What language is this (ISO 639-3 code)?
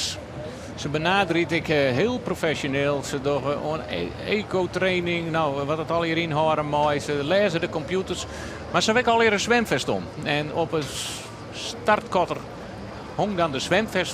fry